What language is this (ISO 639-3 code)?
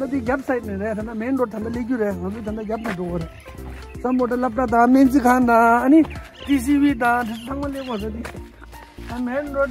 bod